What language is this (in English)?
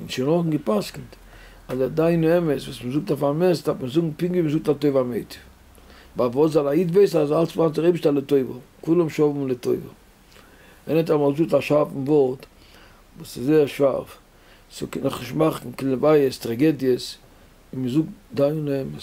Yiddish